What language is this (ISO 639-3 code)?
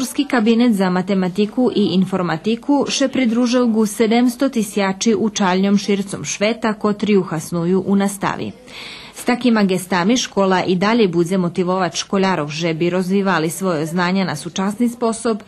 rue